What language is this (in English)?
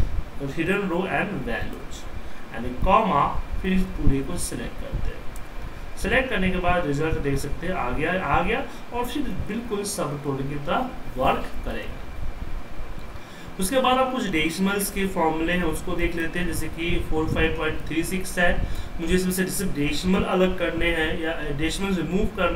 Hindi